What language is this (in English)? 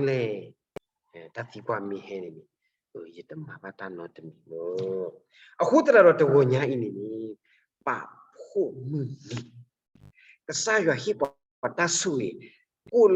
S'gaw Karen